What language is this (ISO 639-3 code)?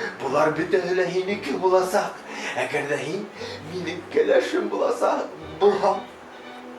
bak